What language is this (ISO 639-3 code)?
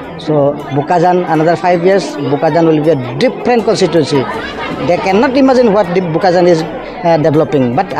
mjw